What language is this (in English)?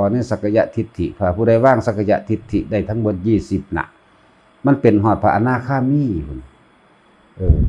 Lao